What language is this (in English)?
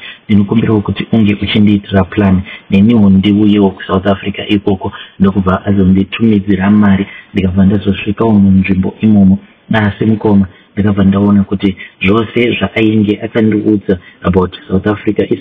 Shona